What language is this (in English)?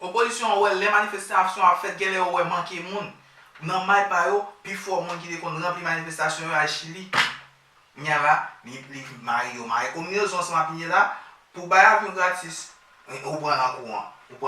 Haitian Creole